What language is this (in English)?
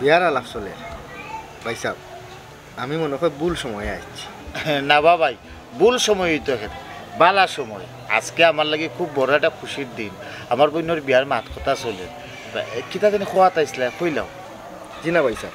Sylheti